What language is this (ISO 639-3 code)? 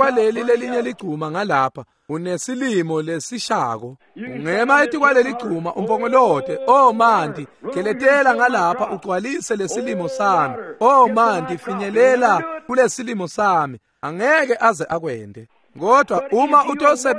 ssw